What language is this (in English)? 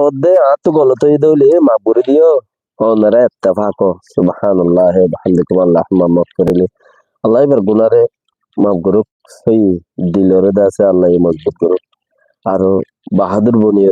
Rohingya